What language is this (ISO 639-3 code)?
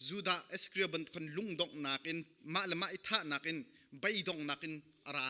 cnh